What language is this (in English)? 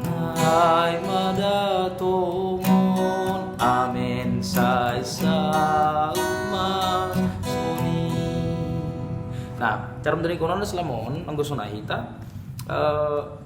Batak Simalungun